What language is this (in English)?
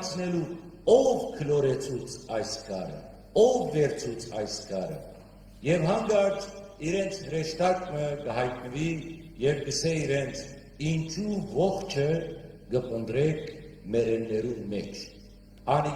Western Armenian